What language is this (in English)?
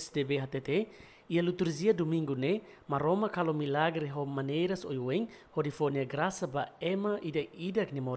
Tetum